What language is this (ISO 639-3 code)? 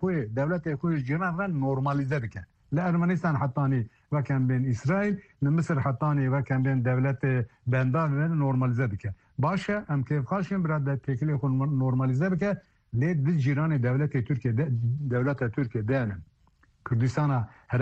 kur